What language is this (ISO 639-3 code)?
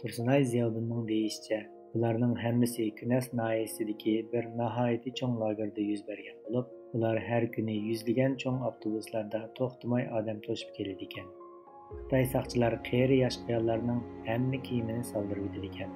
uig